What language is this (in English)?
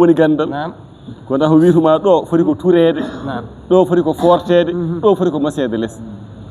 Fula